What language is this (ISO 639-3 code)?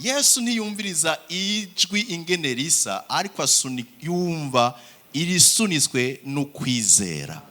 run